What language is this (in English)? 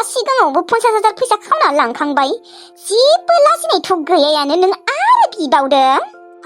Bodo